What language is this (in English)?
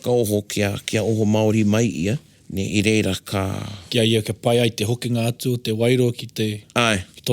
Māori